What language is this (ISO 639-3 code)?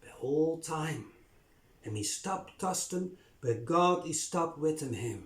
bis